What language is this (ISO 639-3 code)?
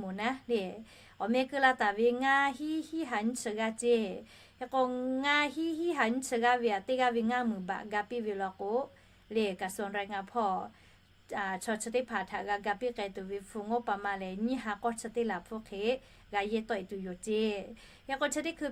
lhu